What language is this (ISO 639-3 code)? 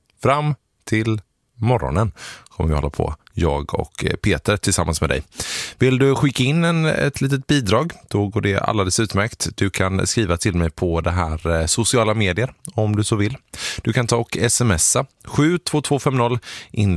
swe